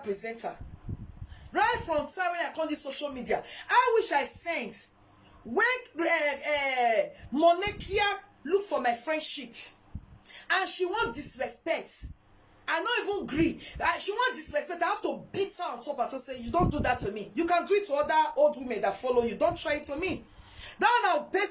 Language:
Nigerian Pidgin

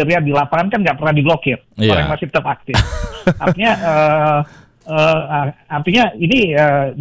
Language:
Indonesian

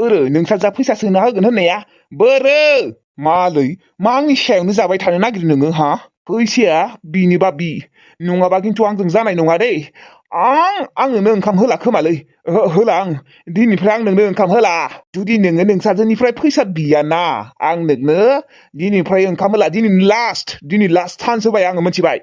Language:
Bodo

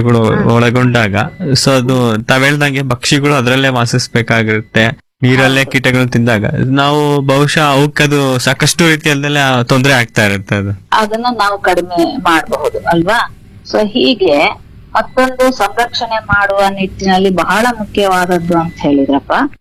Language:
Kannada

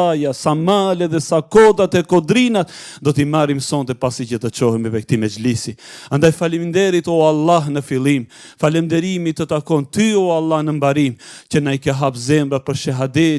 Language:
Albanian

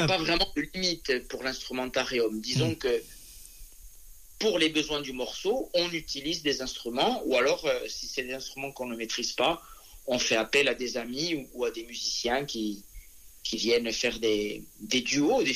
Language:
French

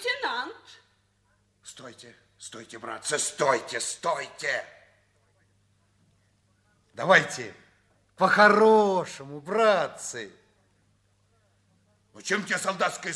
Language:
Russian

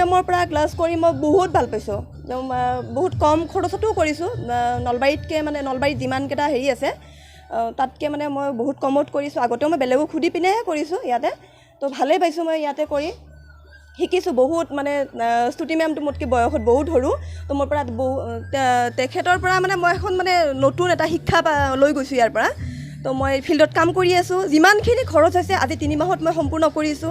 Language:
Assamese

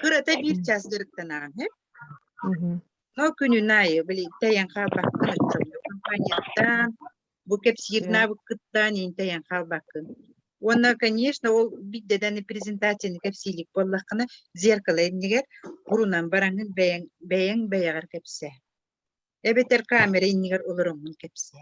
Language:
Yakut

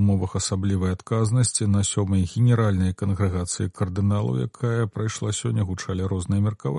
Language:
Belarusian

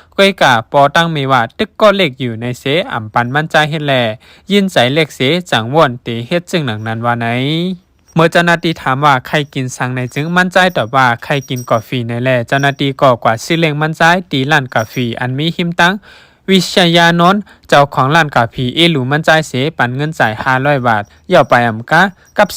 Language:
Shan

